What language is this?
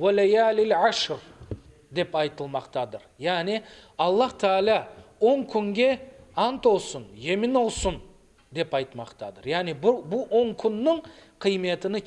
Crimean Tatar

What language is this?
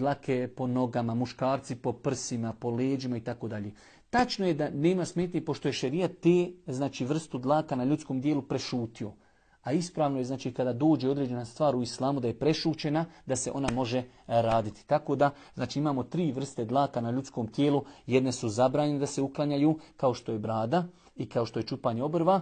Bosnian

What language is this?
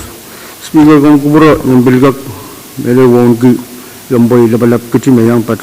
Pohnpeian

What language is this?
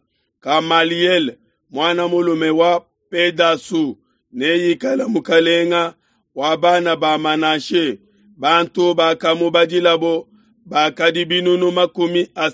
Luba-Lulua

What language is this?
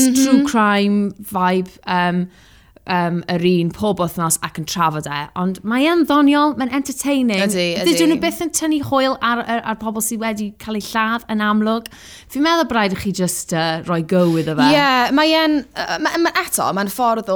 Welsh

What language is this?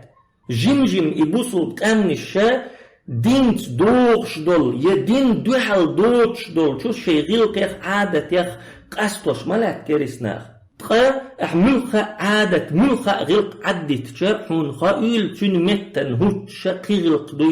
Chechen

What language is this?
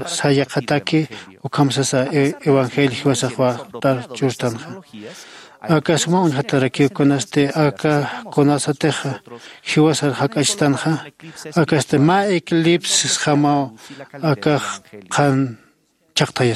Aymara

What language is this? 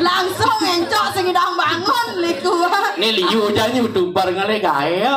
Balinese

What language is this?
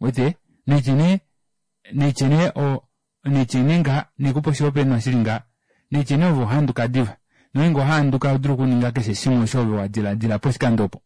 Kuanyama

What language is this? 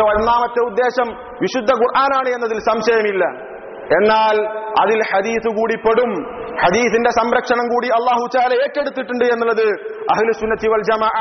Malayalam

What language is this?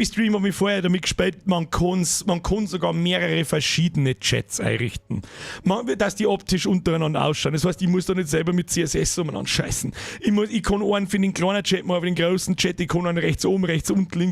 Bavarian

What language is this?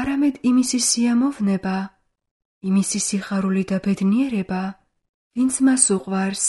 Georgian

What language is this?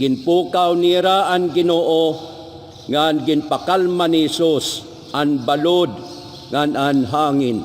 Waray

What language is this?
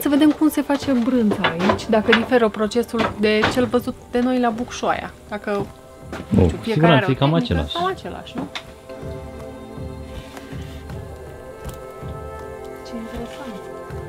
Romanian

